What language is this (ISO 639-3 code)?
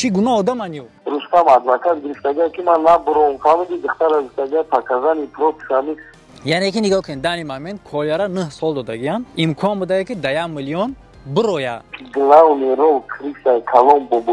tgk